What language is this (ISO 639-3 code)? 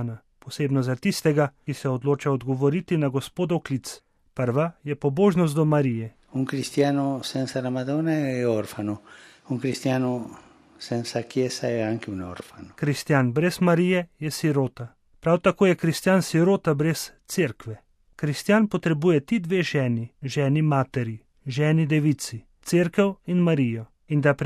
slv